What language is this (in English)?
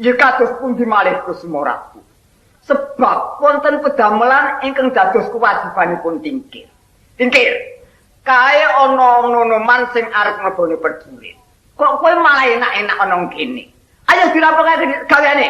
Javanese